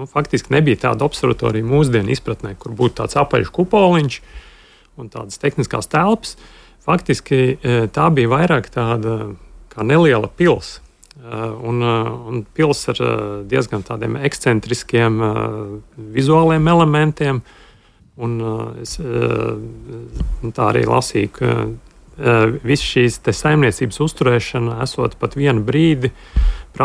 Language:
Latvian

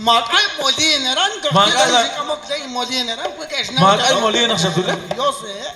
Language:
Kekchí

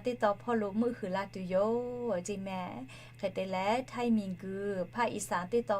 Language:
Lahu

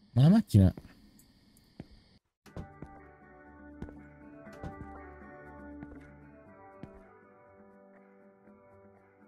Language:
Italian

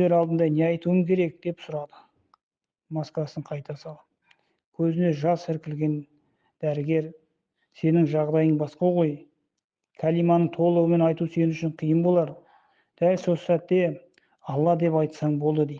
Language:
Kazakh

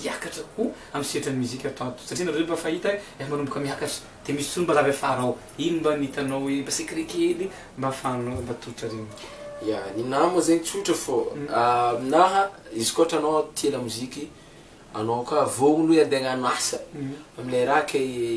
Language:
Malagasy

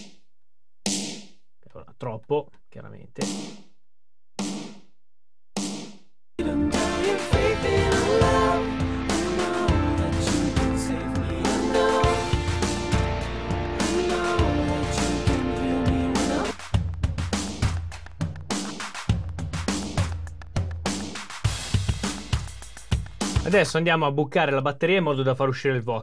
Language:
Italian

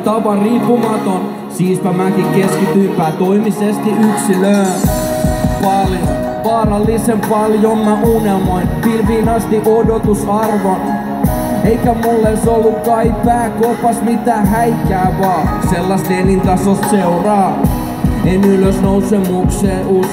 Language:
Finnish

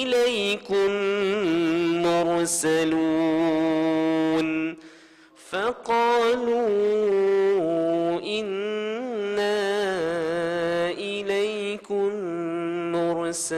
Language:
Malay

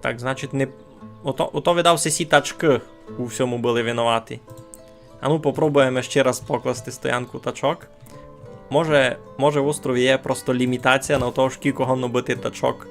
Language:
Rusyn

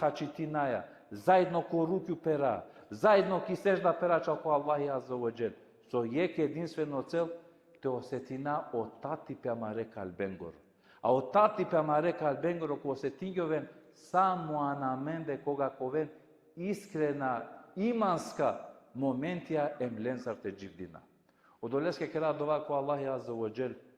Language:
Balkan Romani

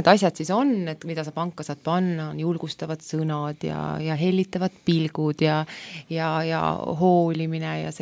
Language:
Estonian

